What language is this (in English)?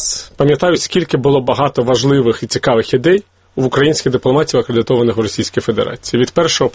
Ukrainian